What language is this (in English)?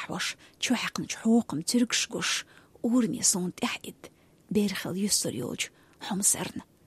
Chechen